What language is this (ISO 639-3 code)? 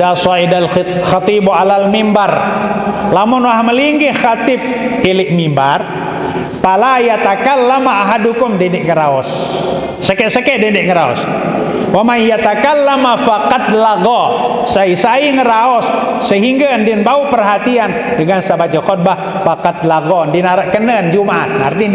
sas